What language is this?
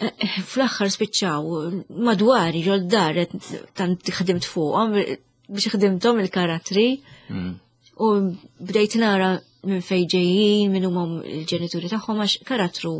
Maltese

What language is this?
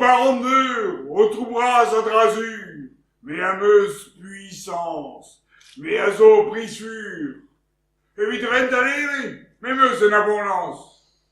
Breton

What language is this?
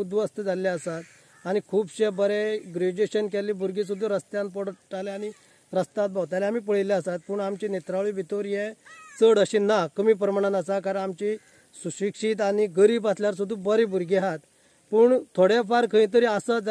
Konkani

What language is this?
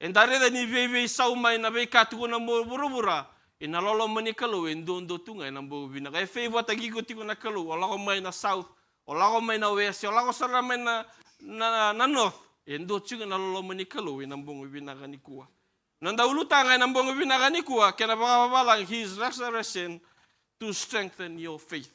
Fijian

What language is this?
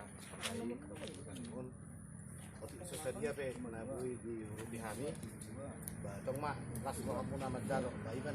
Batak Toba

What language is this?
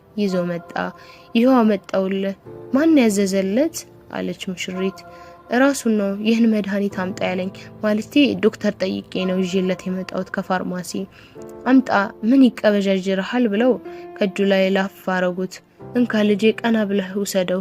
Amharic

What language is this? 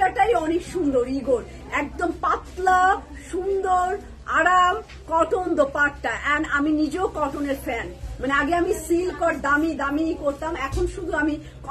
Bangla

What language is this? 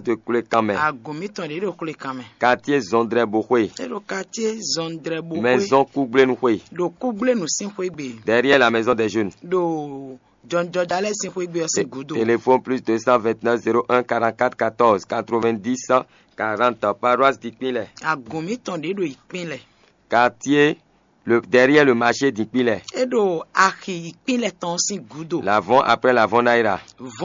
Fon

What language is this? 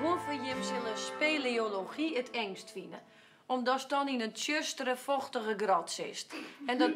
Western Frisian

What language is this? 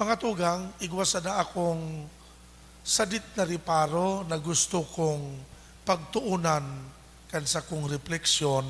Bikol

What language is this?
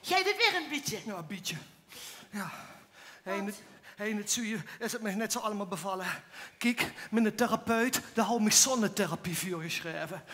Limburgish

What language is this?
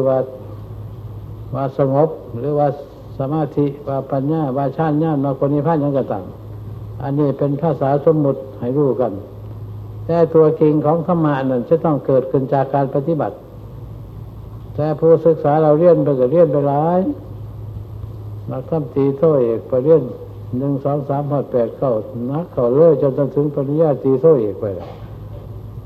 Thai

